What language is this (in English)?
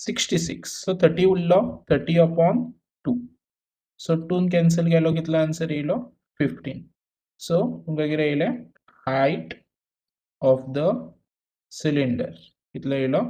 Konkani